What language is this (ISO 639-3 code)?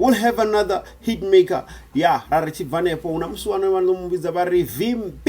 ven